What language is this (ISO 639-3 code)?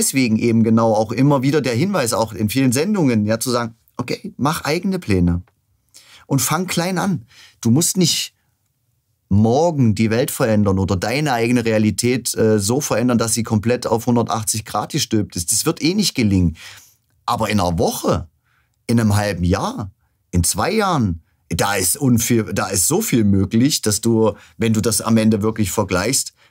deu